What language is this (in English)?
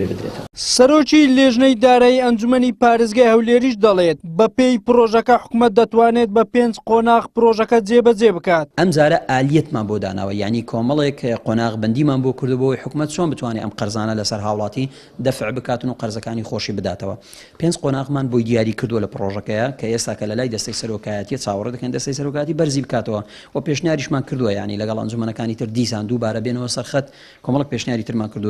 Central Kurdish